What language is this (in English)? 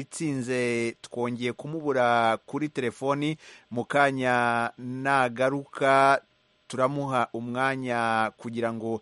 Kinyarwanda